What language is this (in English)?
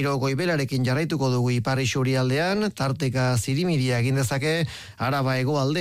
Basque